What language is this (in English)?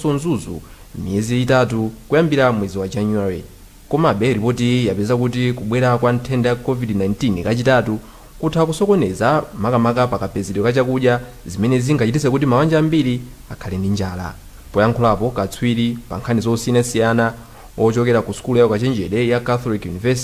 Nyanja